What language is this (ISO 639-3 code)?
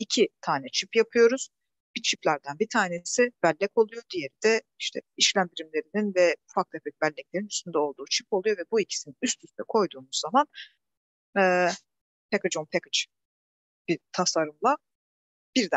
tur